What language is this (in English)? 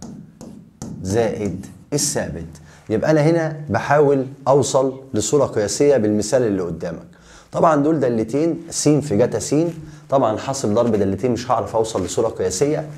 Egyptian Arabic